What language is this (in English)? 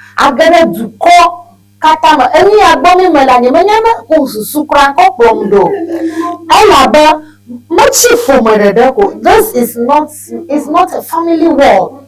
Ewe